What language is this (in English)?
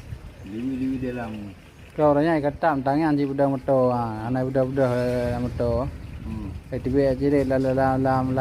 Achinese